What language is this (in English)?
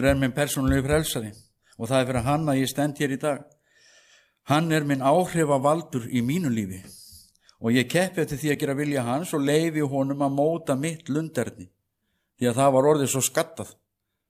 Icelandic